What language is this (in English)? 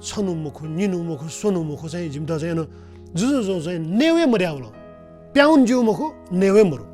Newari